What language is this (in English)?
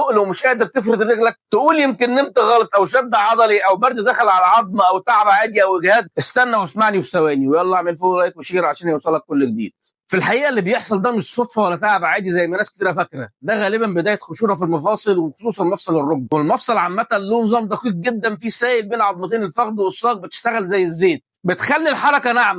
Egyptian Arabic